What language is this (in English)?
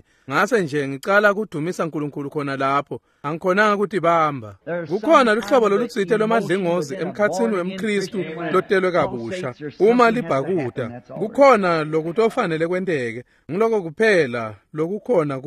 Swati